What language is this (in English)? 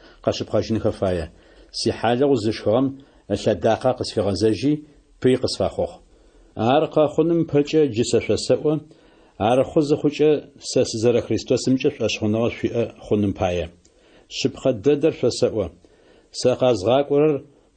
Adyghe